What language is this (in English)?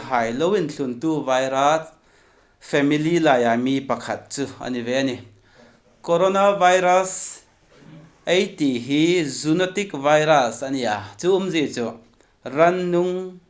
Hmar